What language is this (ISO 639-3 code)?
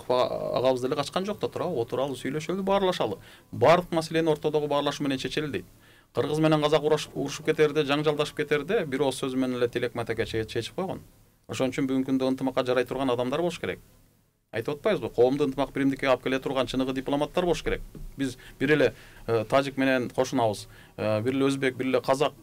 kir